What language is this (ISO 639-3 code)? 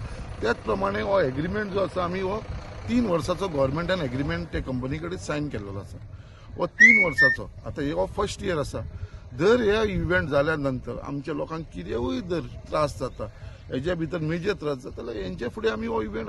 kok